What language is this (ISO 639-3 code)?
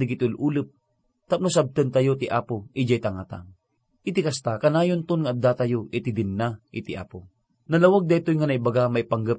ilo